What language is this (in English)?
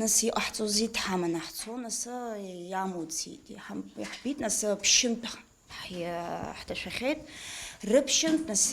Abkhazian